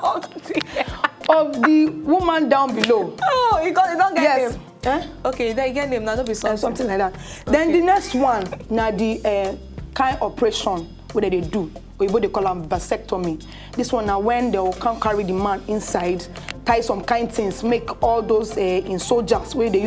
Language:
Nigerian Pidgin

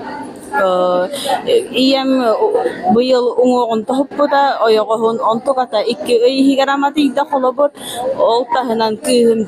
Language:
Yakut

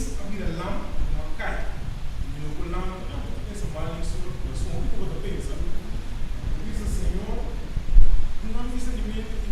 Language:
Papiamento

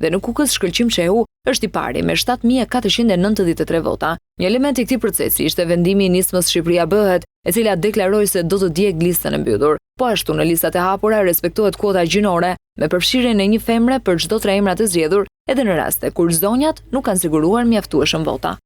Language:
Albanian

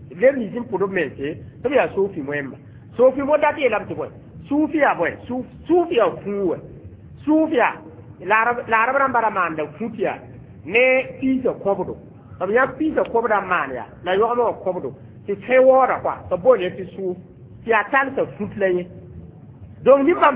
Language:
Mossi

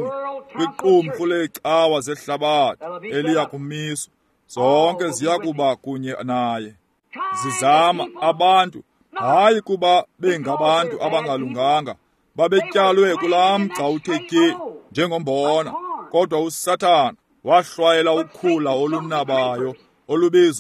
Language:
Xhosa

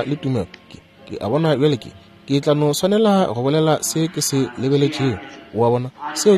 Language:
Northern Sotho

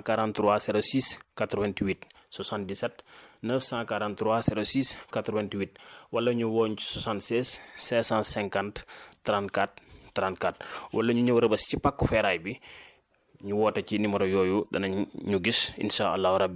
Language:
Wolof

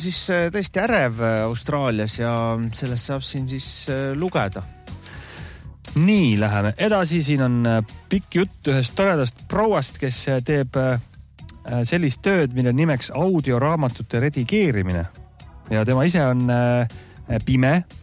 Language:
Estonian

